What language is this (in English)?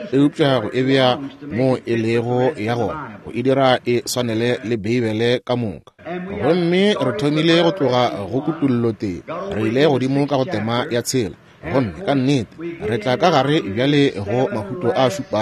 Northern Sotho